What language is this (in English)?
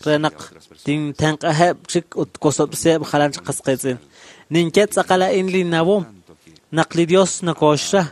Kekchí